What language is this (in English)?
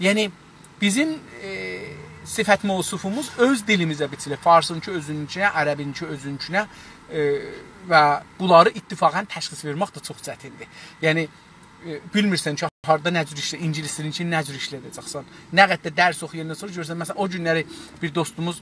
South Azerbaijani